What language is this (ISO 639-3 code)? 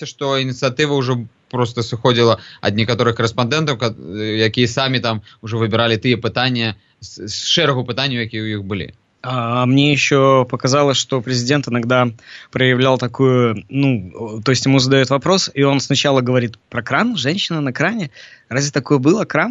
bel